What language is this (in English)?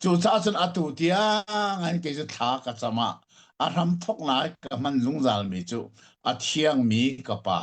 Hakha Chin